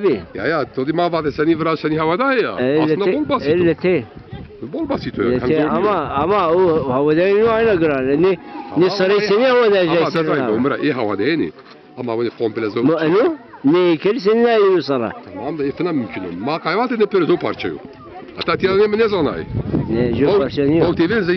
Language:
Zaza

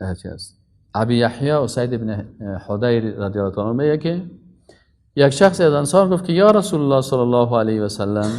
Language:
Persian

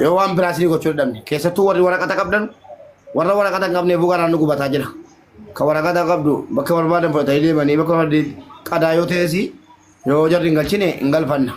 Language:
Oromo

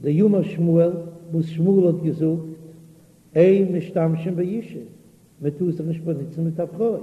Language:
Yiddish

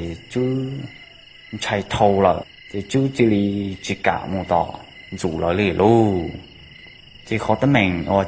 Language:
Hmong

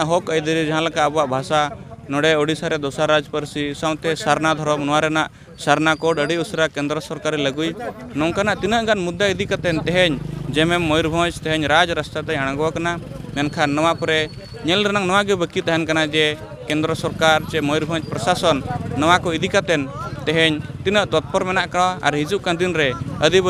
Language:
Santali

